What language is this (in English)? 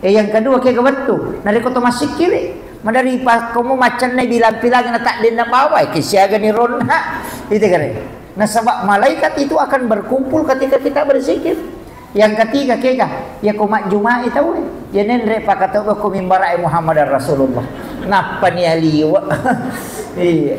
Buginese